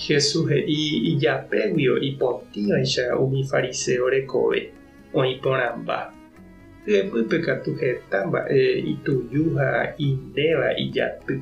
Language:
Guarani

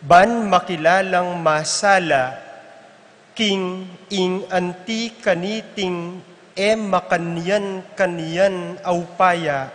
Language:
Pampanga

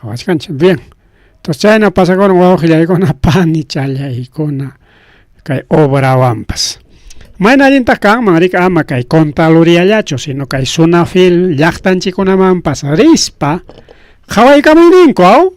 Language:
Ayacucho Quechua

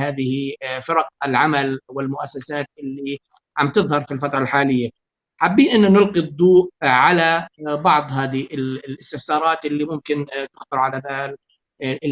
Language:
North Levantine Arabic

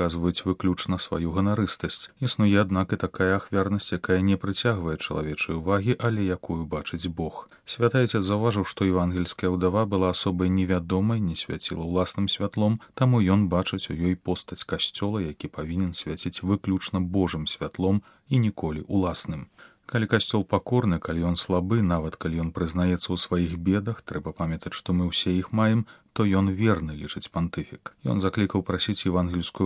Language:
Belarusian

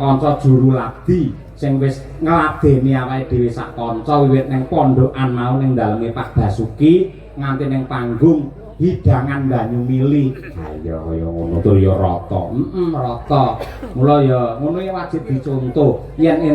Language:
Javanese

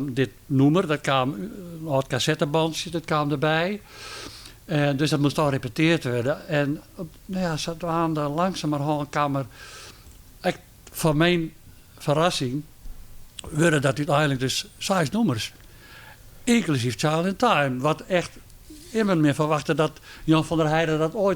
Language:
Western Frisian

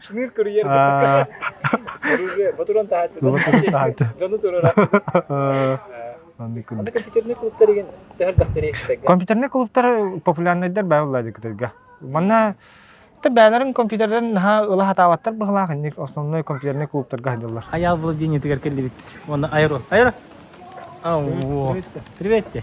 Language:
Yakut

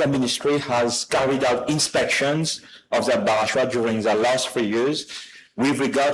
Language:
Morisyen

